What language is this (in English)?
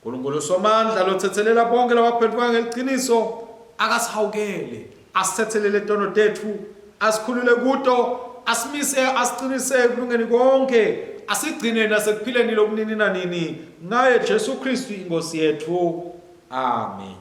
Swati